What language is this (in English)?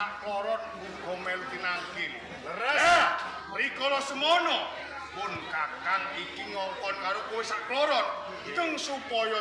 Javanese